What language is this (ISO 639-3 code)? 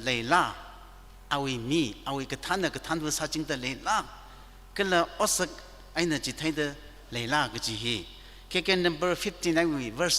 nmf